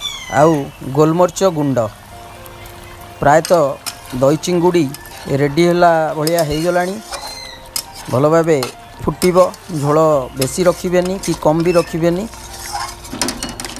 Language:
Odia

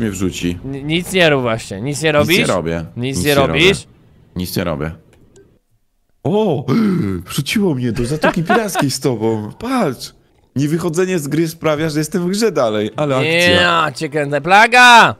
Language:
Polish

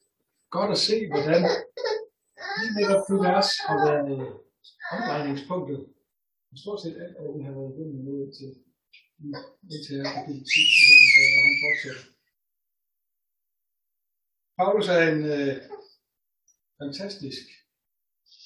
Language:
Danish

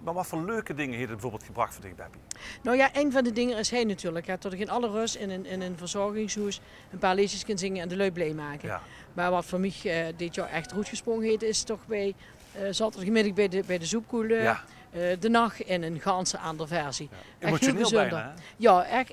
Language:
Limburgish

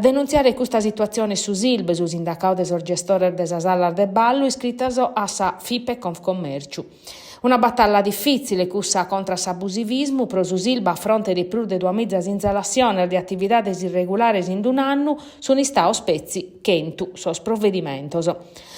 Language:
Sardinian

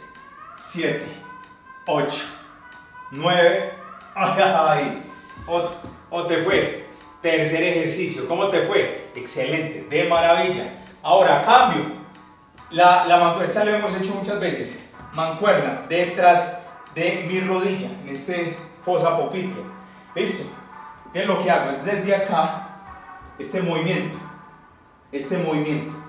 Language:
Spanish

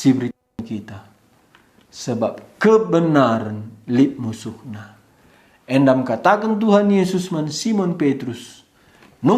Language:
Batak Karo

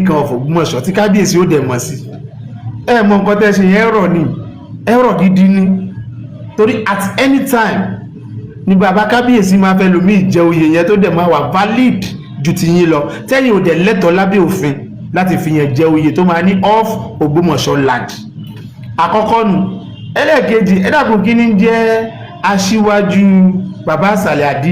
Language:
Yoruba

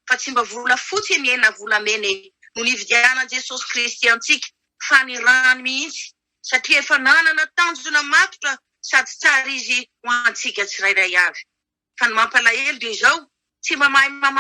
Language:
Malagasy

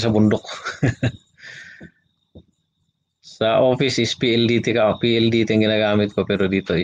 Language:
Filipino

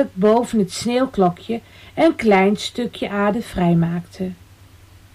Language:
Dutch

